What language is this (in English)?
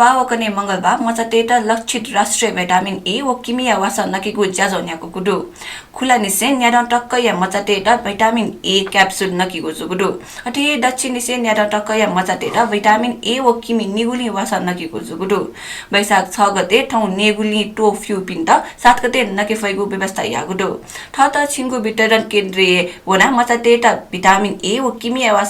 Newari